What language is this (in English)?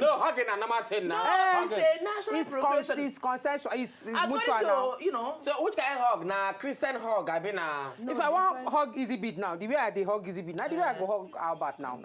Nigerian Pidgin